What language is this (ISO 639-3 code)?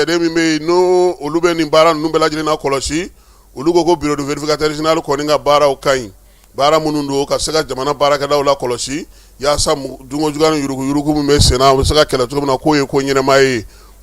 bam